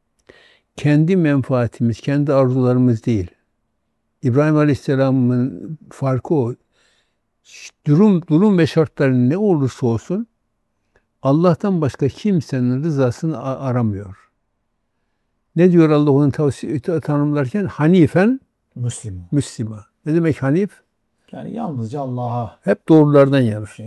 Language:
Turkish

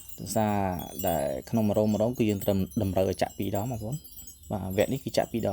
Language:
Khmer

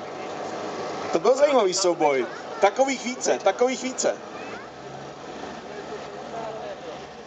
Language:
Czech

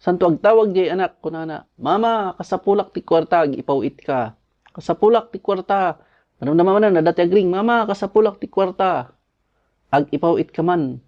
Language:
Iloko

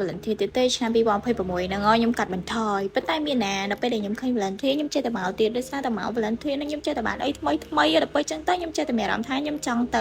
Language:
Khmer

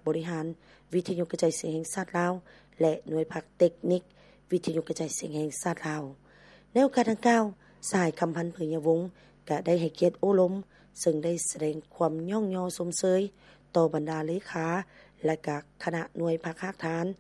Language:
Lao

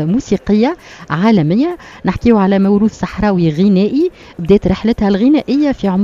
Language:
Tunisian Arabic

